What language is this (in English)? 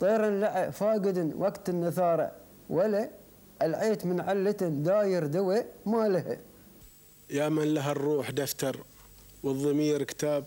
Gulf Arabic